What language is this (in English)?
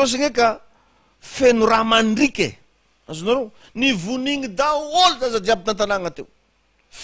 Malagasy